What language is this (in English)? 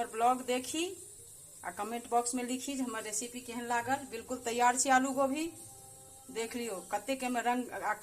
Maithili